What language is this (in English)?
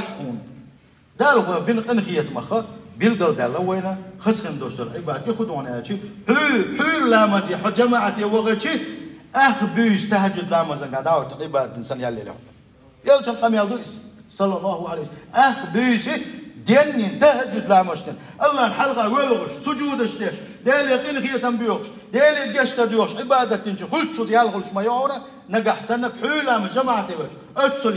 Chechen